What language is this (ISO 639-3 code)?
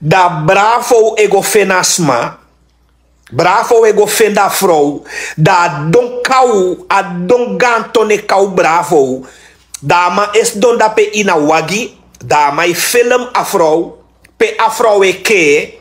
srn